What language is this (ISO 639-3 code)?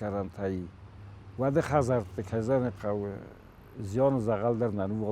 oss